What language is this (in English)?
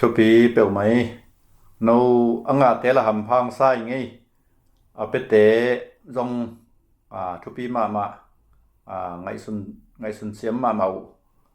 Tedim Chin